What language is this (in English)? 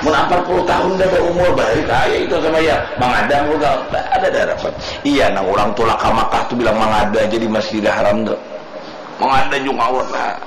Banjar